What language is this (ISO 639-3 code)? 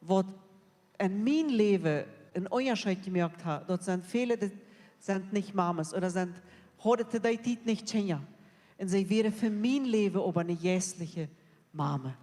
pdt